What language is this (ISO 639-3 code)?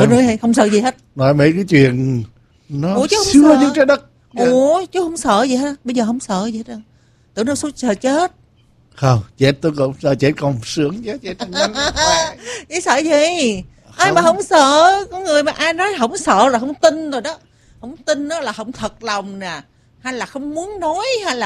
vie